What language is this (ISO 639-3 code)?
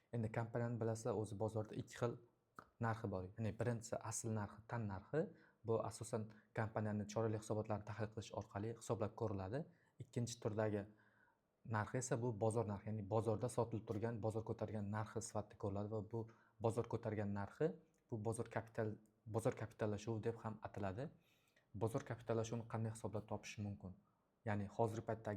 uzb